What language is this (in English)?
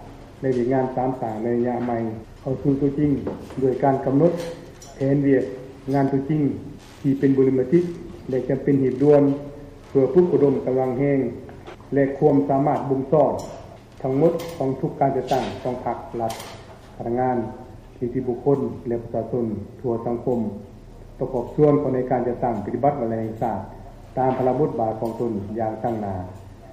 Lao